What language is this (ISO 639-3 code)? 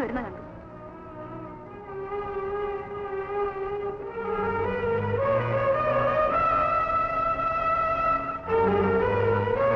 mal